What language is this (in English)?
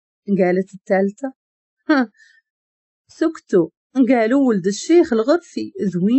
Moroccan Arabic